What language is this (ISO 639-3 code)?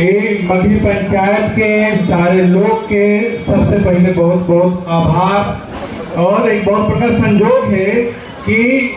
mag